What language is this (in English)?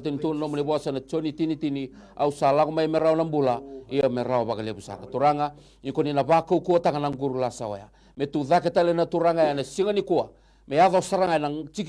Fijian